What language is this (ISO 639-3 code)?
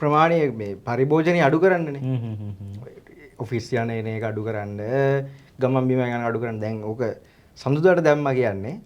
sin